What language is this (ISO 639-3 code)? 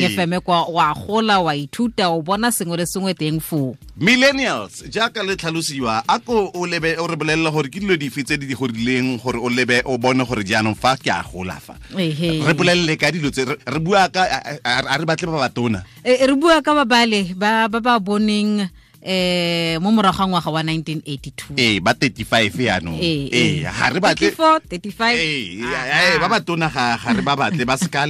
tsn